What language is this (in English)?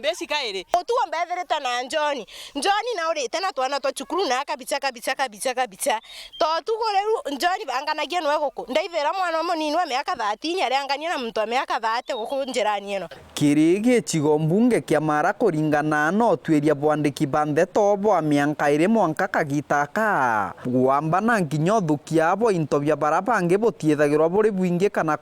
Meru